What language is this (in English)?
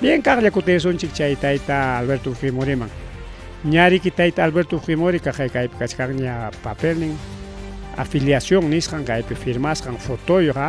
Ayacucho Quechua